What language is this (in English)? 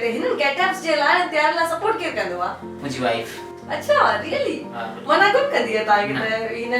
Sindhi